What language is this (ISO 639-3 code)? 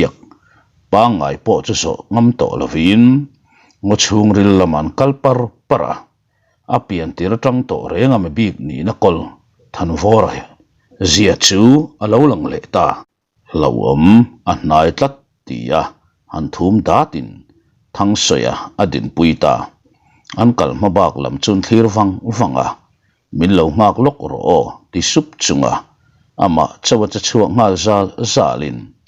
lus